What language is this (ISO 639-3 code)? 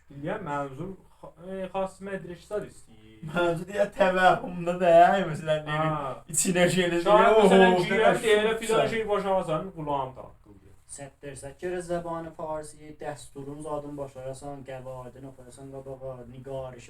azb